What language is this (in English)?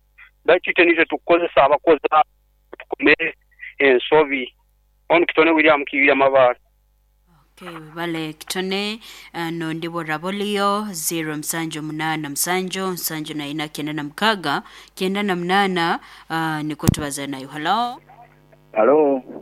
Nyoro